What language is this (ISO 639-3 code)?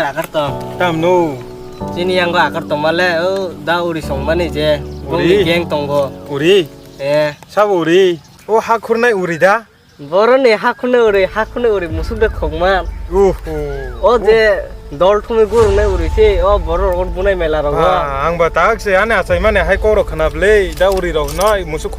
trp